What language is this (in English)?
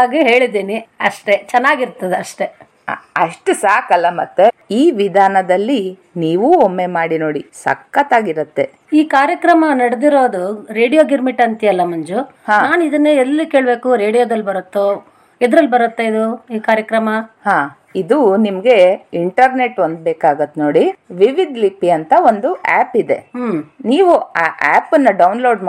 Kannada